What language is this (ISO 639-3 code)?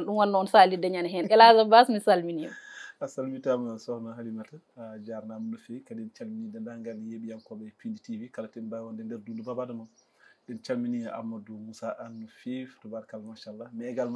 ful